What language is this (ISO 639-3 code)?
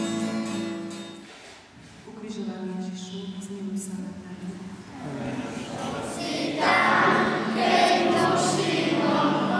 slk